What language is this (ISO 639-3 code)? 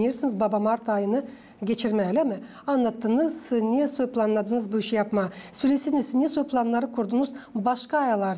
gag